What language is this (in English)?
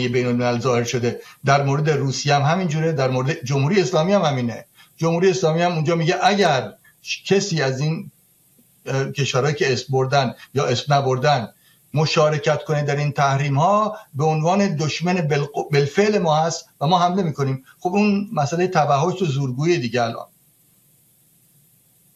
Persian